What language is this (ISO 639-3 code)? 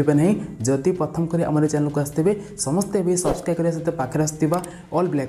ori